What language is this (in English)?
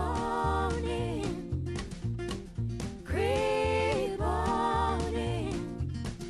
Romanian